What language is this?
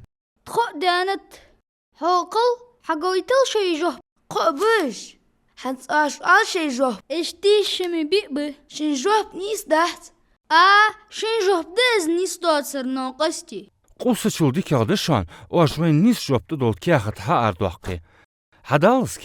Ingush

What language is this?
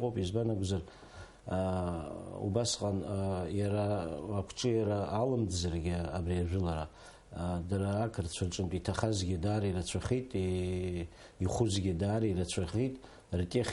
Abkhazian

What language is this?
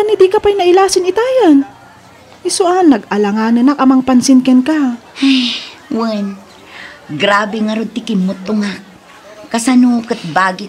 Iloko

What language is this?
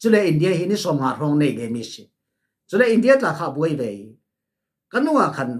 Falam Chin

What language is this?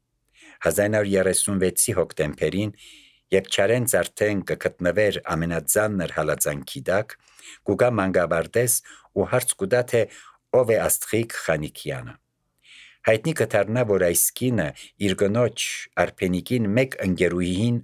Armenian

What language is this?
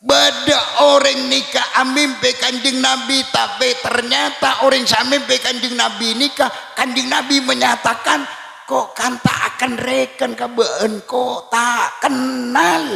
Madurese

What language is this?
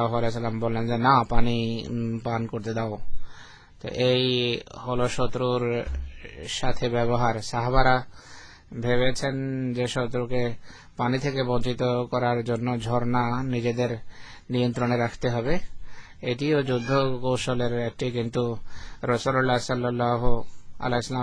Bangla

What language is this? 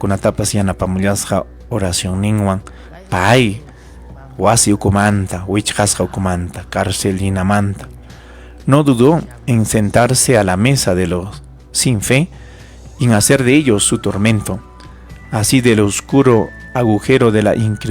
Ayacucho Quechua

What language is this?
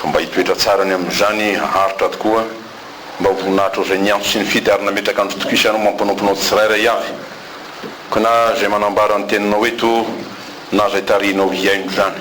Malagasy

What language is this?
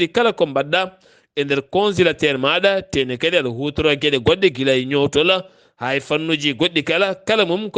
Fula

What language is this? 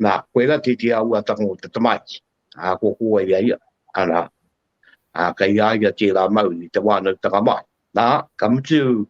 Māori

